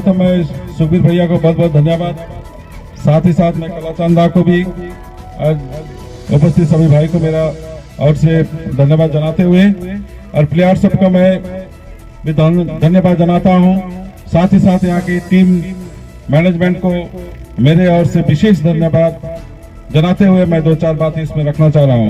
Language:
Sadri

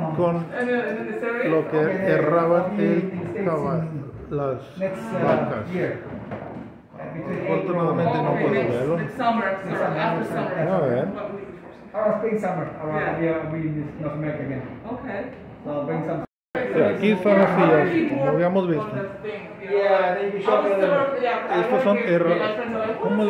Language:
Spanish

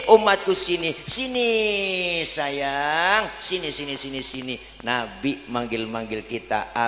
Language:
Betawi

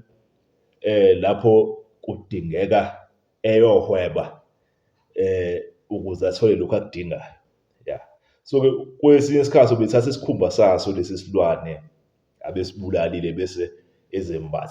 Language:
Zulu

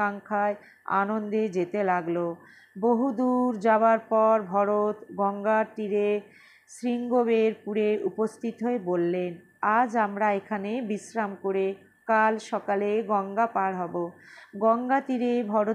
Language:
Bangla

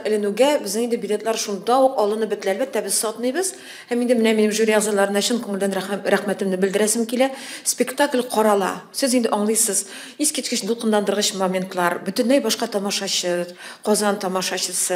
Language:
Tatar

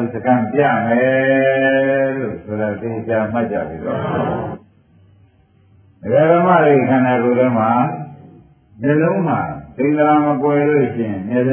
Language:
Burmese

